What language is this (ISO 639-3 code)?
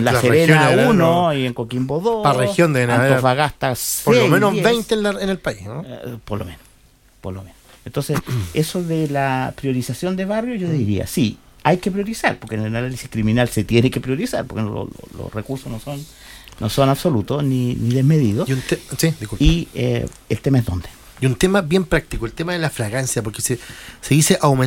spa